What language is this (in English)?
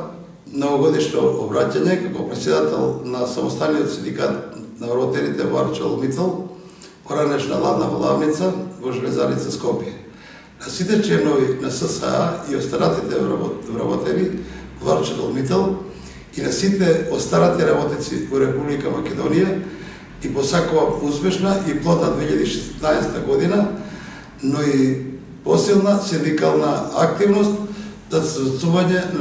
Macedonian